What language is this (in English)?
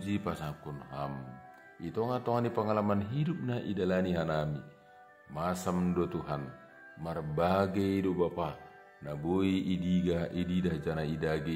Batak Simalungun